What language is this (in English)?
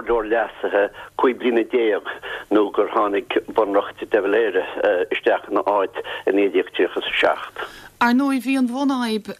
Irish